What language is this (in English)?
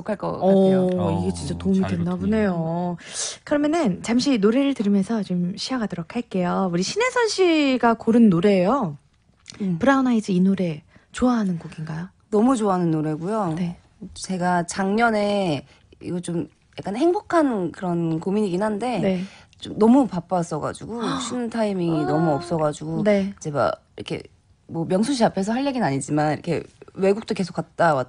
Korean